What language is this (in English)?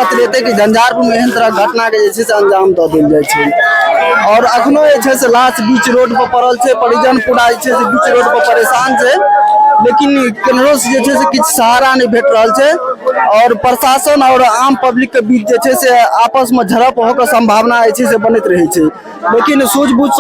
Maithili